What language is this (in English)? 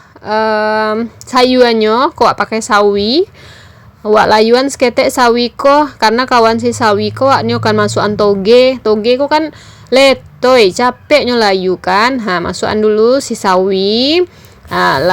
Minangkabau